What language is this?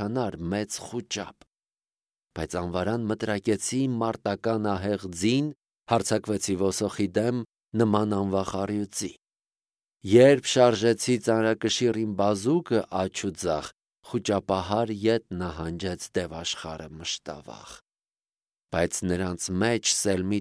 Armenian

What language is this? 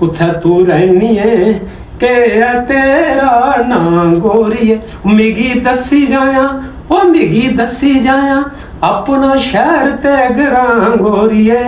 Dogri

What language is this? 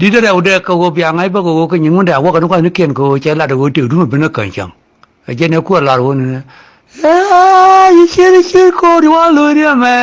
Nuer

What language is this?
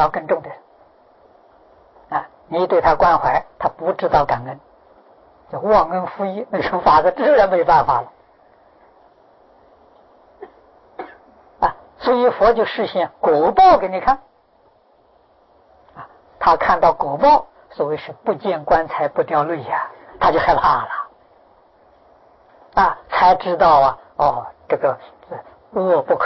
Chinese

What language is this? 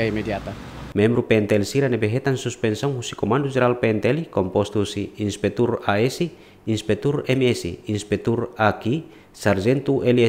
Tetum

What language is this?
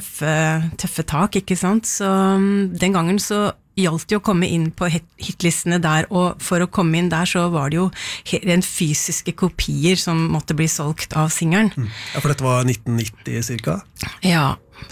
Norwegian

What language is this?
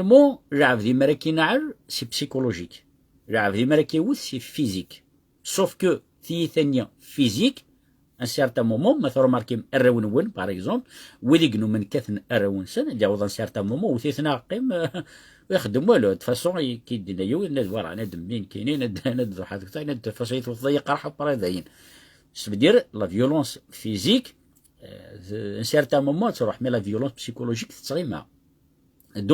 Kabyle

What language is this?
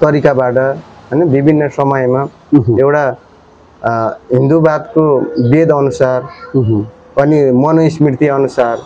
Nepali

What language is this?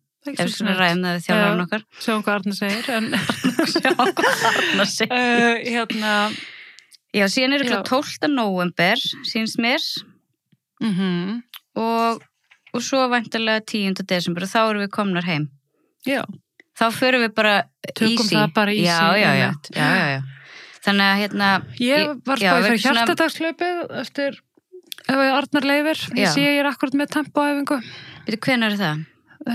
Icelandic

